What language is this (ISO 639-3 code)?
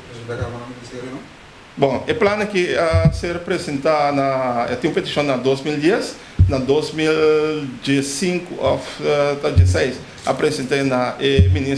pap